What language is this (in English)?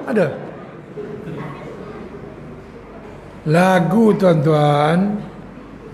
Malay